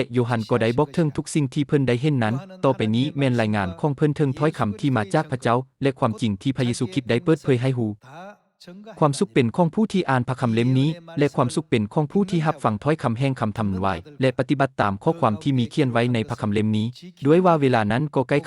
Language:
Lao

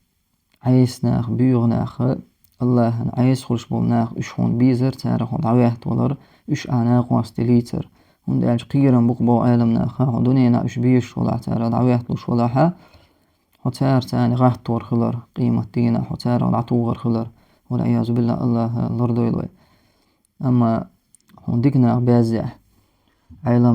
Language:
Chechen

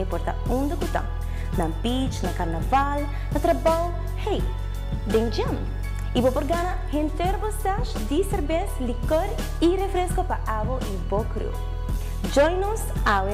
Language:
Papiamento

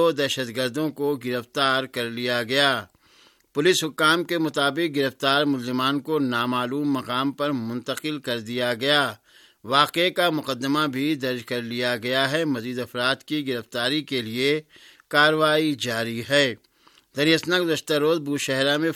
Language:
Urdu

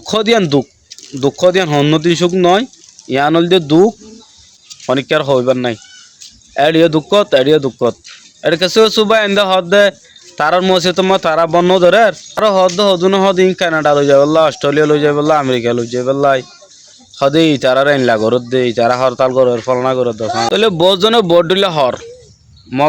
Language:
Rohingya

